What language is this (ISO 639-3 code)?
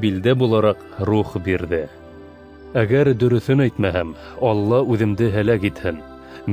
bak